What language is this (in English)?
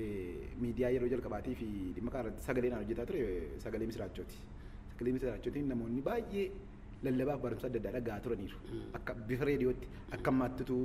Oromo